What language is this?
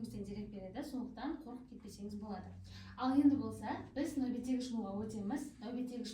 Kara-Kalpak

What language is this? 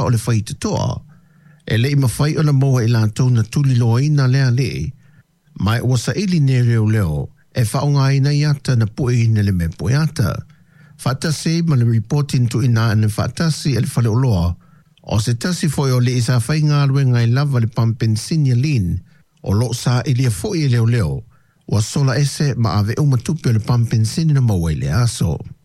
Samoan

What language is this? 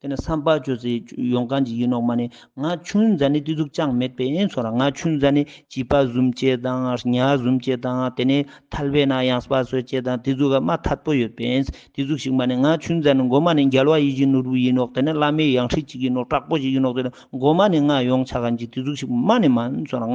Ladakhi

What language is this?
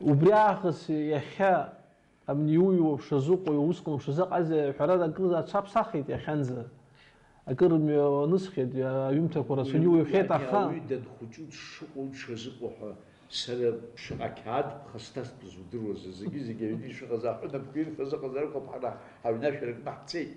Abkhazian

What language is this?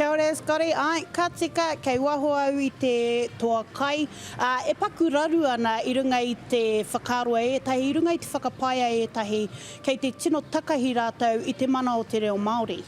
Māori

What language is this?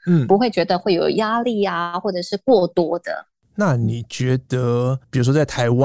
Chinese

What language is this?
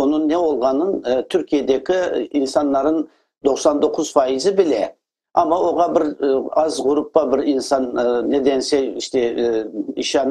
Crimean Tatar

